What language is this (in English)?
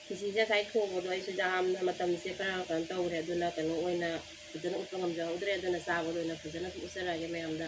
Manipuri